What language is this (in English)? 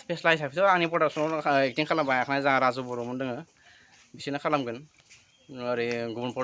Bodo